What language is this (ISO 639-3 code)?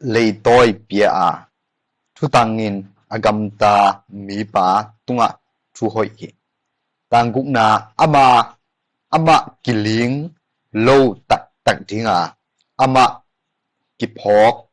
ctd